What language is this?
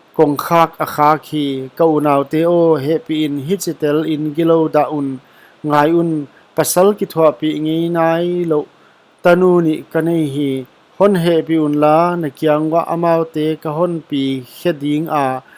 Paite Chin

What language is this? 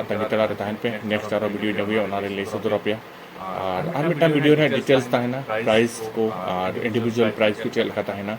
Santali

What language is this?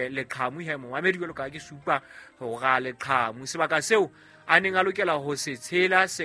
Southern Sotho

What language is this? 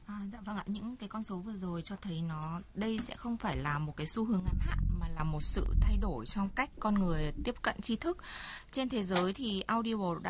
Vietnamese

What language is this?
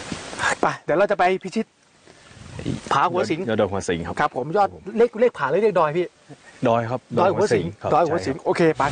Thai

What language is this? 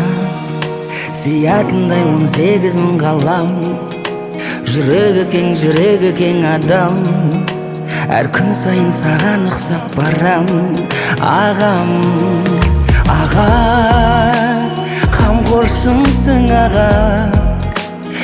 Kazakh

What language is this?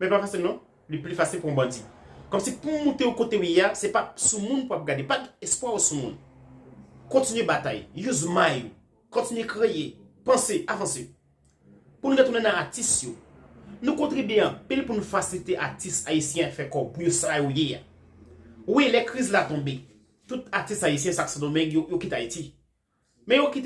Haitian Creole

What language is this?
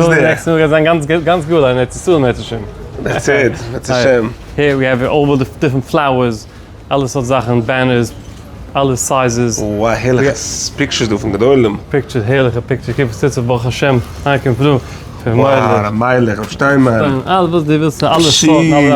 Yiddish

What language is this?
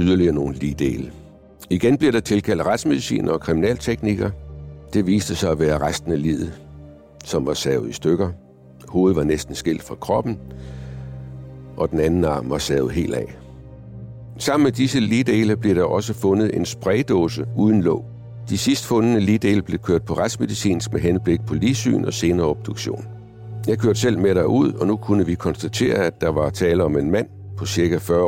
Danish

